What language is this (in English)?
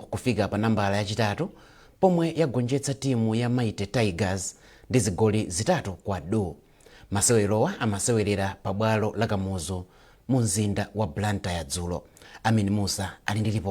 Nyanja